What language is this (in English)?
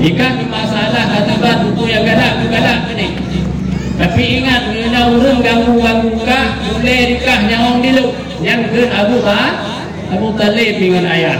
Achinese